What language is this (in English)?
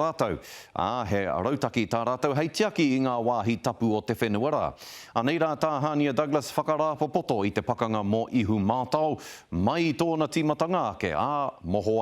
Māori